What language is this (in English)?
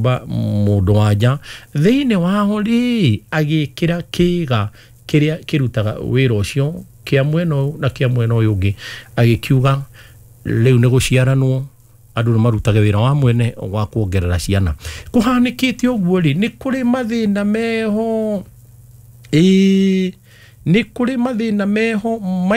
Kikuyu